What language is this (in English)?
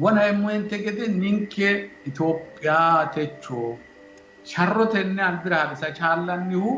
Sidamo